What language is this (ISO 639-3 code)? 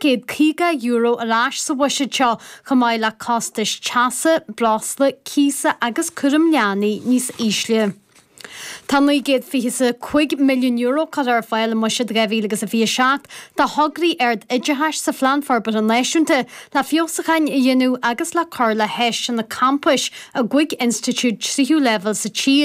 gle